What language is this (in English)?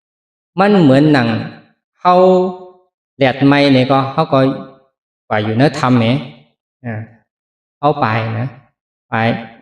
Shan